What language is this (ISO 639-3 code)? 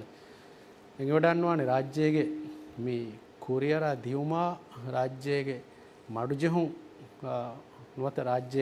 div